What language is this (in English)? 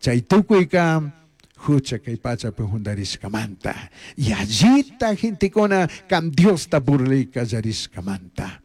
Chimborazo Highland Quichua